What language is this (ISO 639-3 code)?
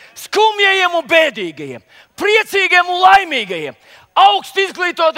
lav